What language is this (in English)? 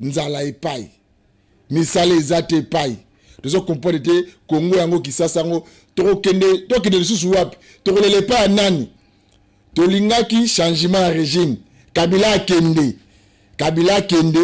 Lingala